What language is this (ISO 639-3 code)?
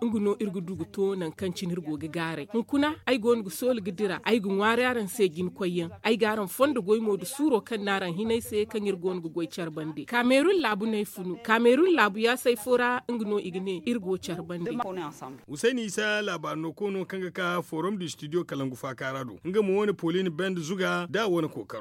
dje